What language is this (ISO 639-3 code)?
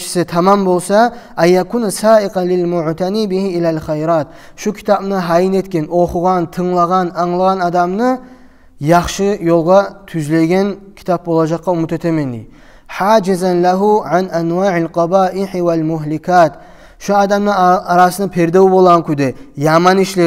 kum